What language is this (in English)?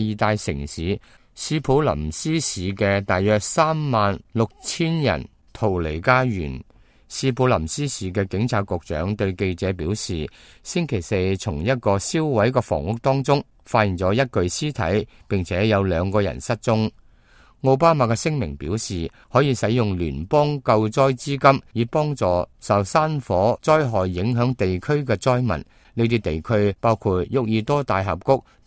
Cantonese